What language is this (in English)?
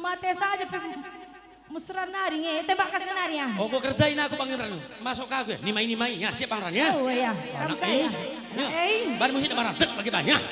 Batak Karo